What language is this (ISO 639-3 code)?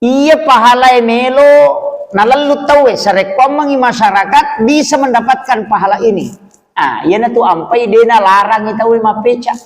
bug